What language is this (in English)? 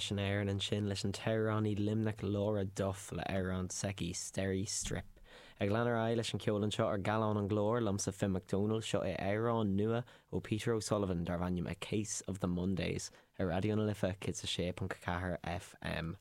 Irish